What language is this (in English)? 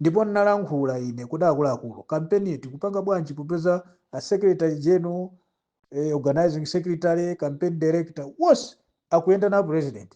Nyanja